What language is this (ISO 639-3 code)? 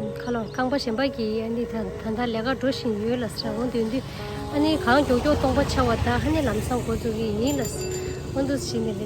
bod